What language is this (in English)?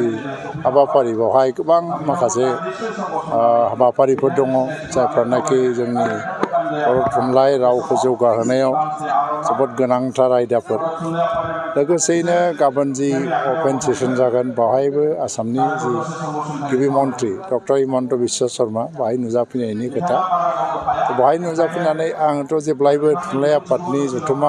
Bodo